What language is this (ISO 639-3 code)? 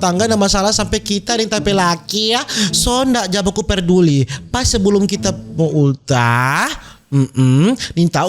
xmm